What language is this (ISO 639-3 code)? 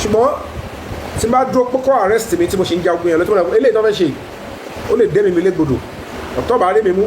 yor